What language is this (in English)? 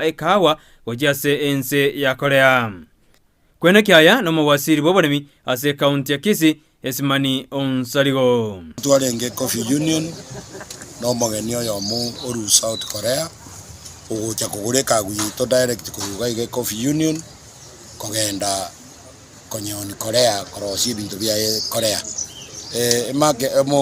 Gusii